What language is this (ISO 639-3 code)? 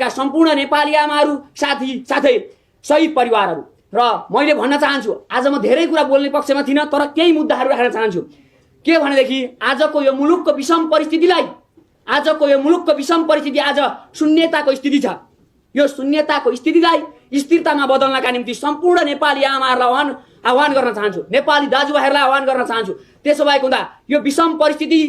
nep